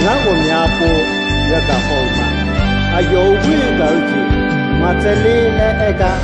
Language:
Akha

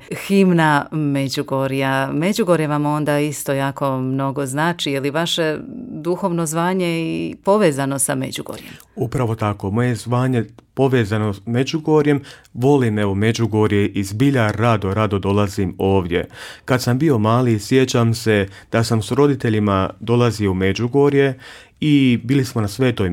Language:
Croatian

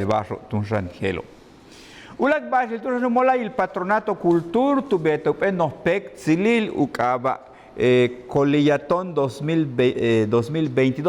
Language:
Yucateco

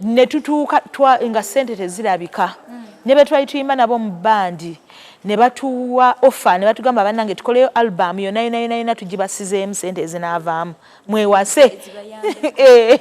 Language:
Ganda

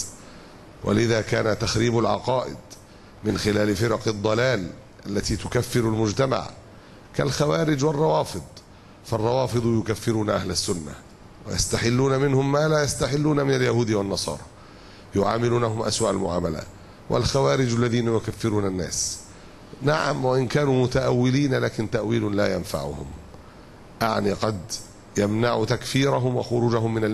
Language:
Arabic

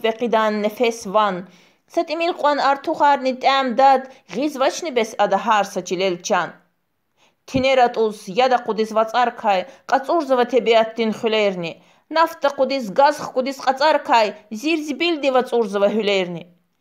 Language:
Lezghian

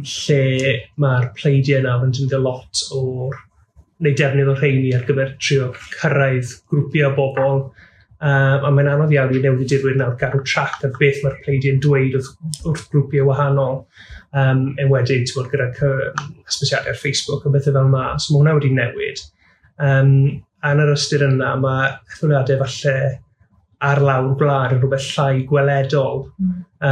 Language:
Welsh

